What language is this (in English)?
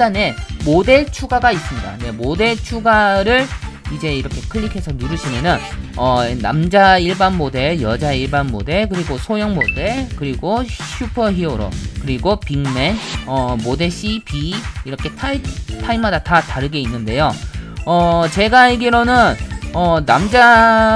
Korean